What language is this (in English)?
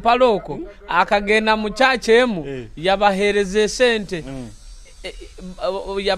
Nyoro